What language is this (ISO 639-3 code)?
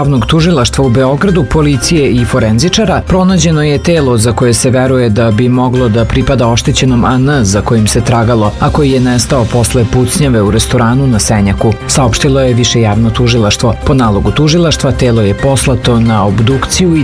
srp